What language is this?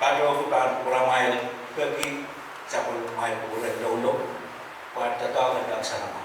Pohnpeian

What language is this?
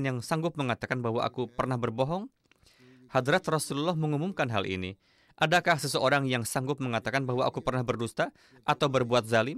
Indonesian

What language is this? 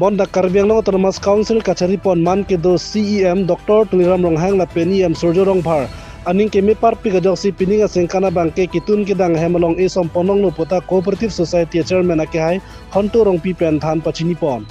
Karbi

